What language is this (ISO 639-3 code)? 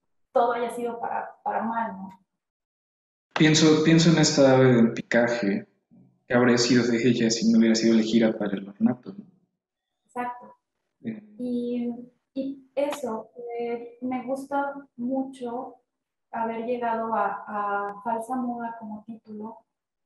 spa